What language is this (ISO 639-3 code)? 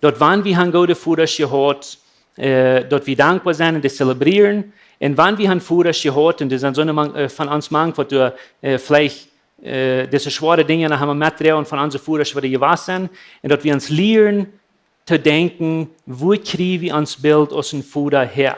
pdt